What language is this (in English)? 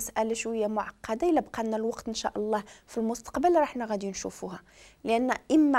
Moroccan Arabic